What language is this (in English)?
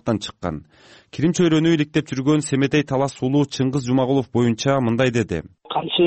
Kyrgyz